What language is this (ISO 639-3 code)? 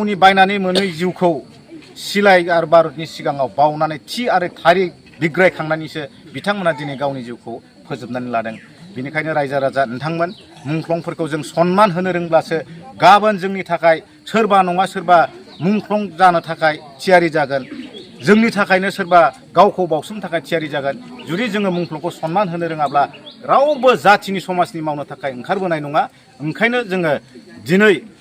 brx